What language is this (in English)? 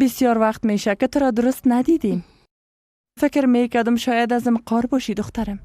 Persian